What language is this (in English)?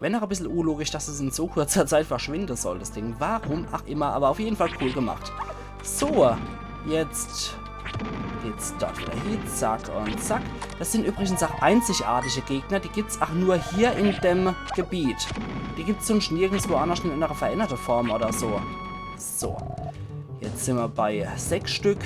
Palatine German